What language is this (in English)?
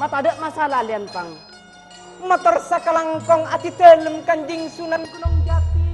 Madurese